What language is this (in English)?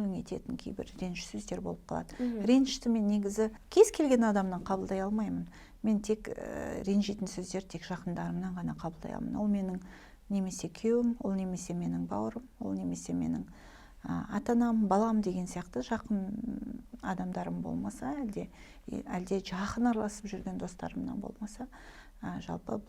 Kazakh